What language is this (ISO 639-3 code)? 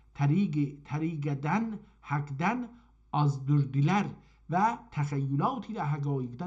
azb